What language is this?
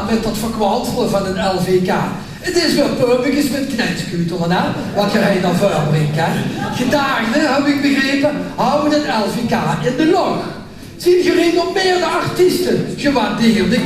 Limburgish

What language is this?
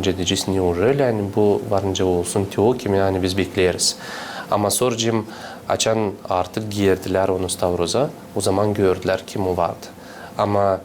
Gagauz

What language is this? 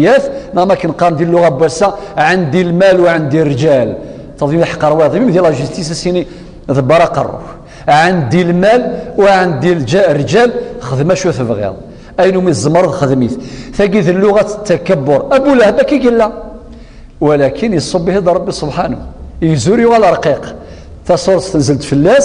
Kabyle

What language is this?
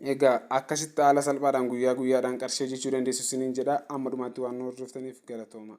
Oromo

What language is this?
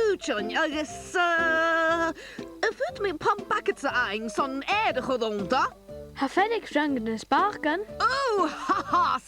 Scottish Gaelic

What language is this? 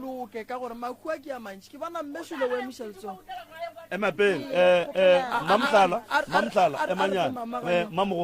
Northern Sotho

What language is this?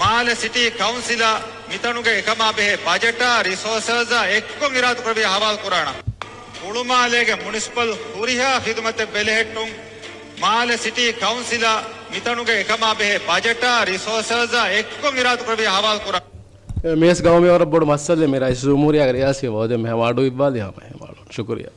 Divehi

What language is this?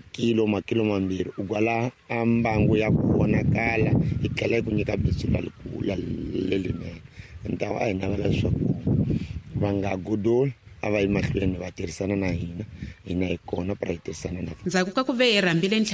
Tsonga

